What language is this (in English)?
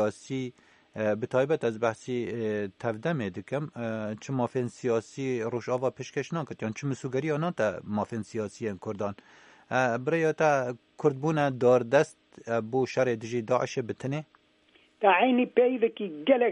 Kurdish